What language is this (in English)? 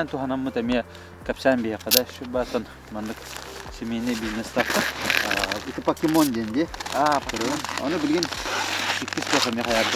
Yakut